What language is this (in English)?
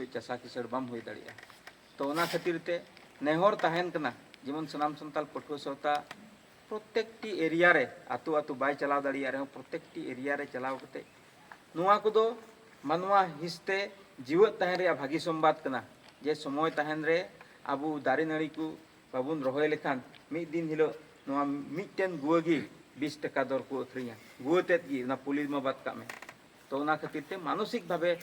Santali